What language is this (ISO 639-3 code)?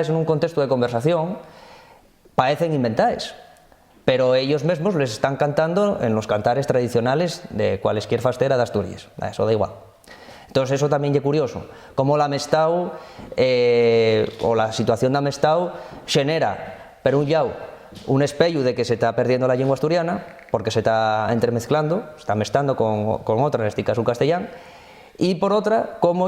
ast